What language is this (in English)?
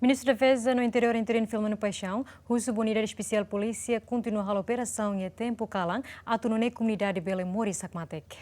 Tetum